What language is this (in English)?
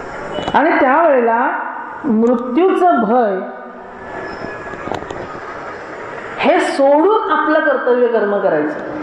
Marathi